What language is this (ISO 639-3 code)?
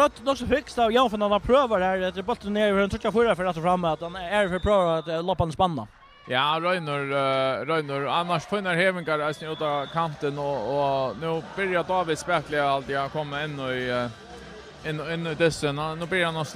fao